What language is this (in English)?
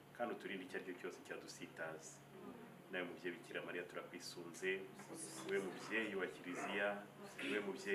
Kinyarwanda